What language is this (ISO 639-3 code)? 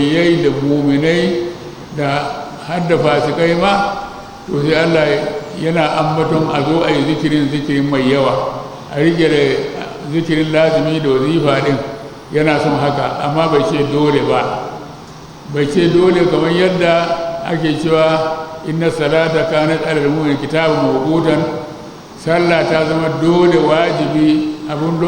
hau